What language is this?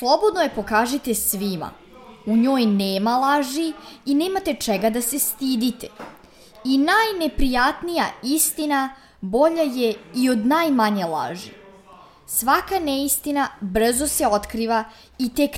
Serbian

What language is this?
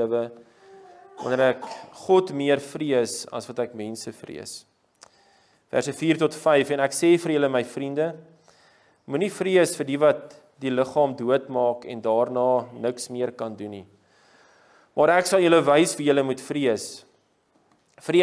Afrikaans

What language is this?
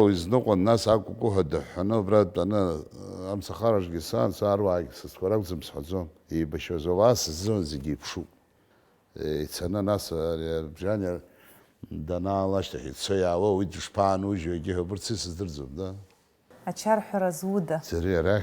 Abkhazian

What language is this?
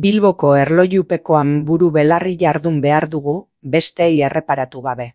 Basque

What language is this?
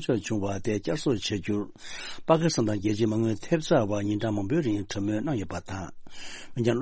Tibetan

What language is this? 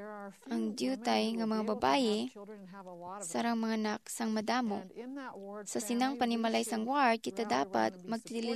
Hiligaynon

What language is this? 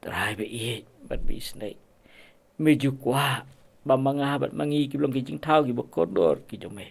Khasi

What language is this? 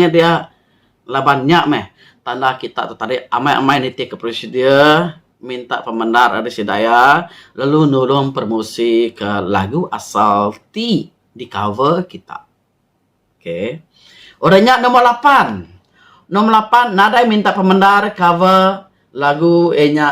Iban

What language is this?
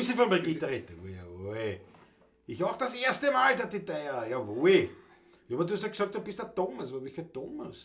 Bavarian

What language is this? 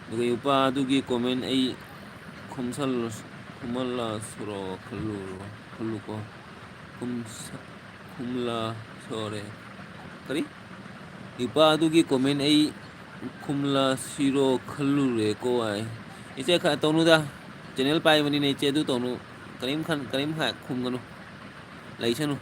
Manipuri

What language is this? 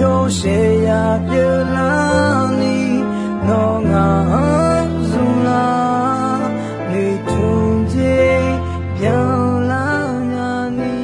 Akha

